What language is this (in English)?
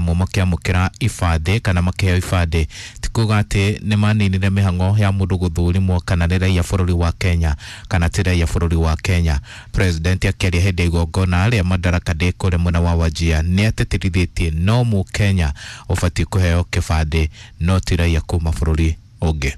Kikuyu